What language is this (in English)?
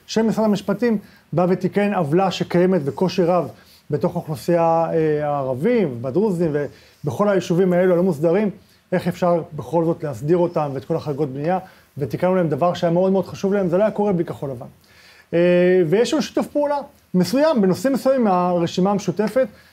Hebrew